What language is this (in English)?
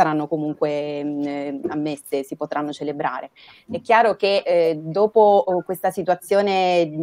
Italian